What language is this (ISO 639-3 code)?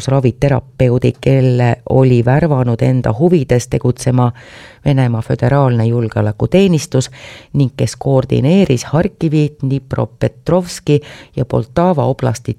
est